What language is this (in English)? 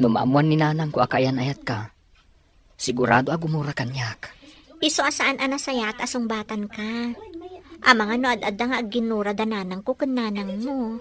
Iloko